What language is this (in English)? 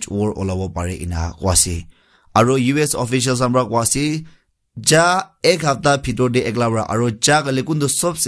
Naga Pidgin